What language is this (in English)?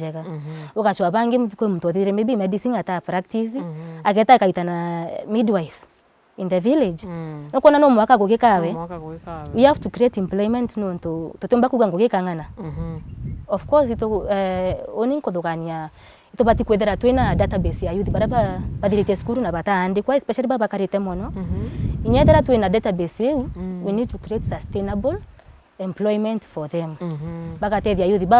Meru